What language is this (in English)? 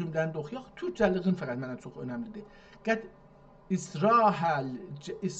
South Azerbaijani